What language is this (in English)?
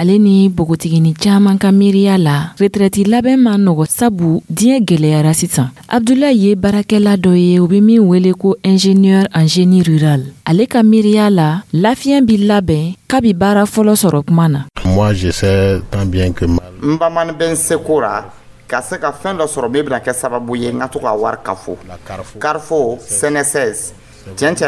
Dyula